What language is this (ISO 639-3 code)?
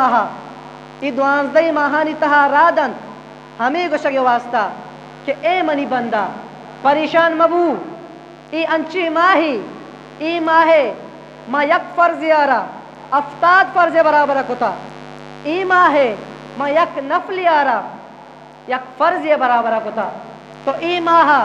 bgp